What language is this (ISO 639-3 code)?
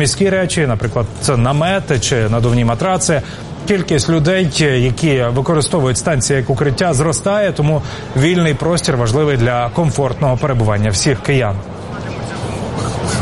ukr